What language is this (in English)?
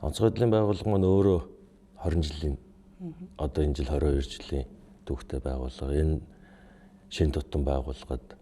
Mongolian